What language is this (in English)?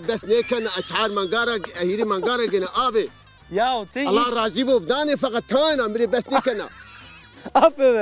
Zaza